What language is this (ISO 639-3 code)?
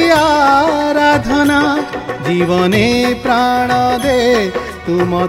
ori